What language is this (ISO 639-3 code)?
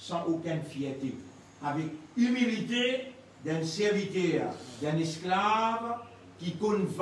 mfe